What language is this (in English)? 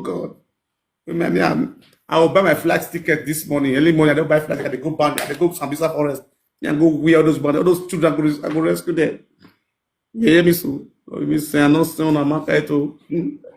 Nigerian Pidgin